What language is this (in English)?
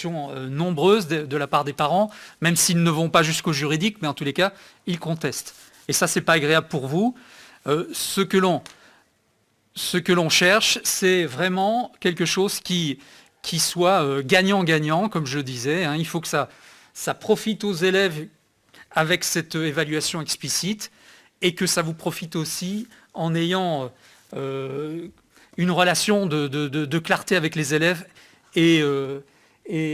French